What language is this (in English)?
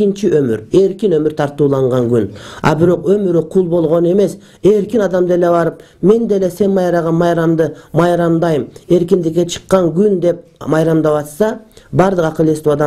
Kyrgyz